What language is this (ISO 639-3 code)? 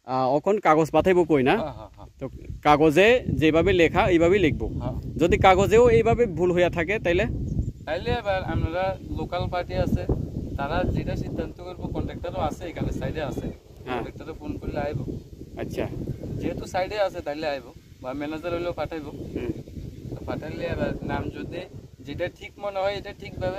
ria